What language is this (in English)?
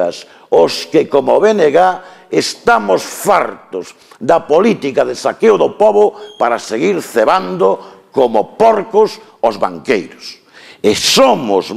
Galician